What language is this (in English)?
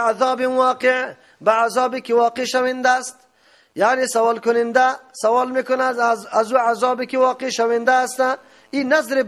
Persian